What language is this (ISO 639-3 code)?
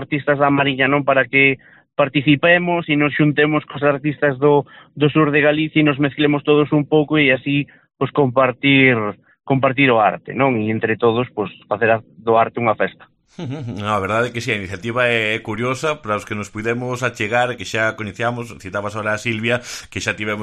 glg